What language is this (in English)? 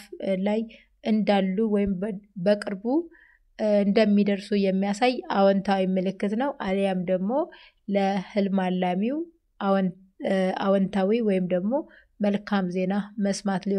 Amharic